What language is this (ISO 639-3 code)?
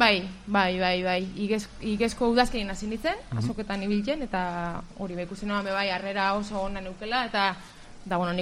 eus